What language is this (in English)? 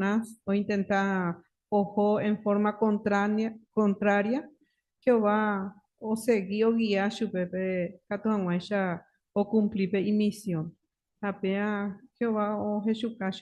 Guarani